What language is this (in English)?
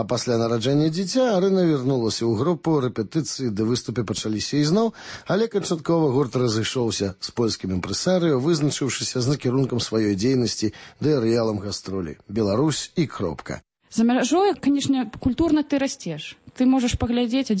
Belarusian